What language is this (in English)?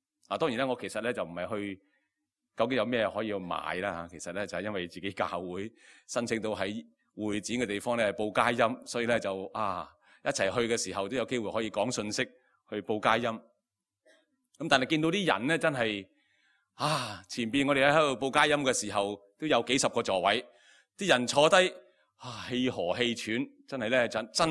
Cantonese